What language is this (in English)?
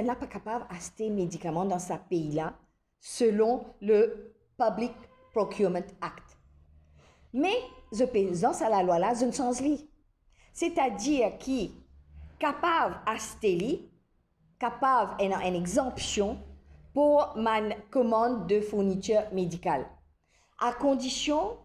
Morisyen